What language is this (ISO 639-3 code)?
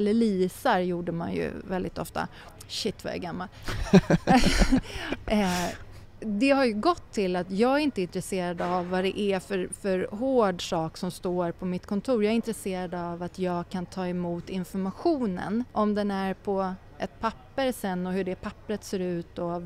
swe